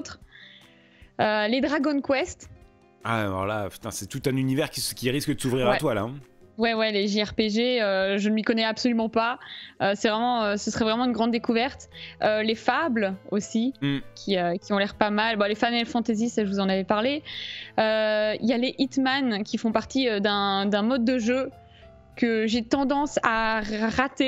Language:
French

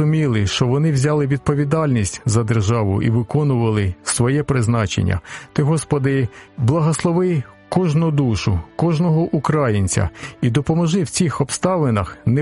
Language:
Ukrainian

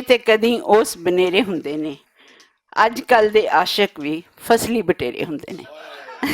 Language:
Western Panjabi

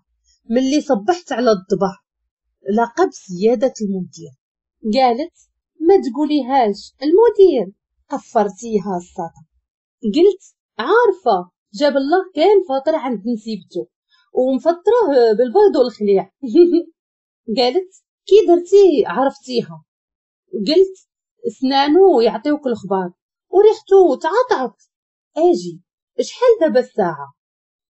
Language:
Moroccan Arabic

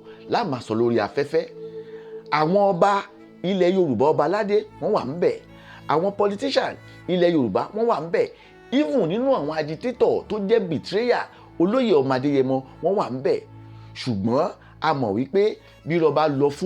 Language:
Yoruba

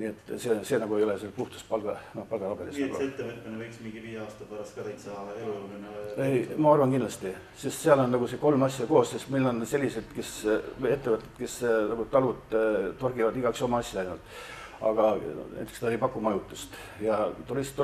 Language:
Estonian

